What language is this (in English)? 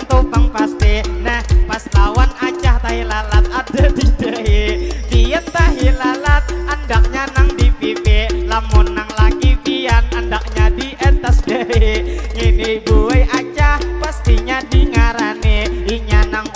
Banjar